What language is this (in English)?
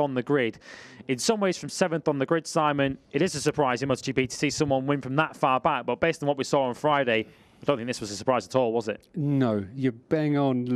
English